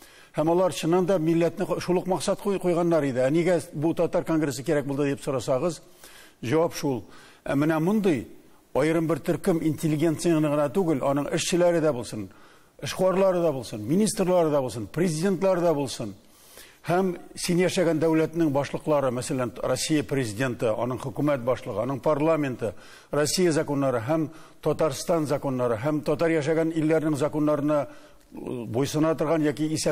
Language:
Tatar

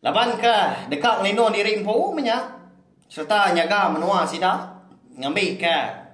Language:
Iban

